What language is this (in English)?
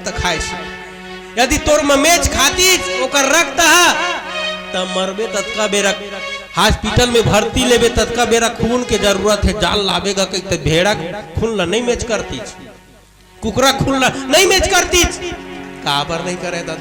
Chhattisgarhi